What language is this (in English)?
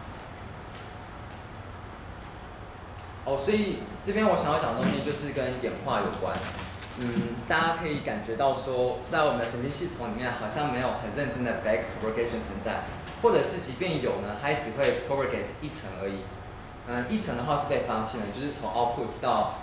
Chinese